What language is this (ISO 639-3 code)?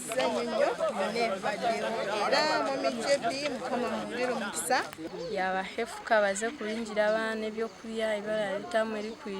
nyn